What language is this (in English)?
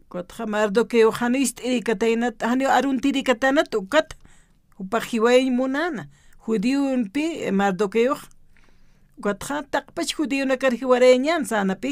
Aymara